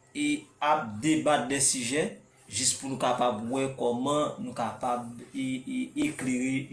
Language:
Haitian Creole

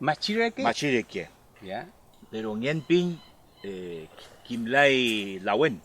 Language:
Mapuche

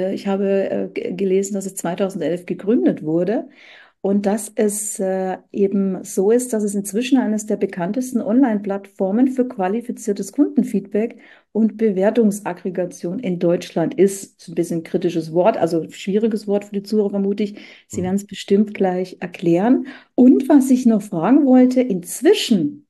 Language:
German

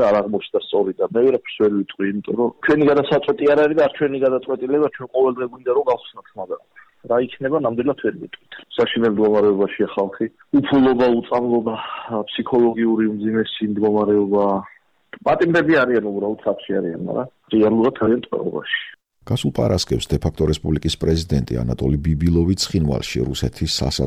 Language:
Georgian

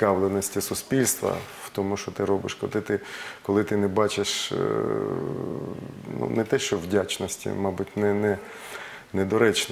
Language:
Ukrainian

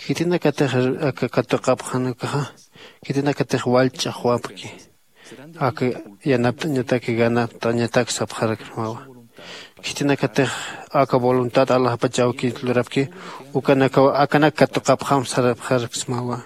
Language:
Aymara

